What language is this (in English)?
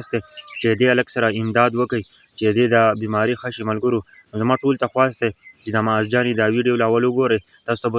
Pashto